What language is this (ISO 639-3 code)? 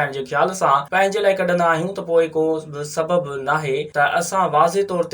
snd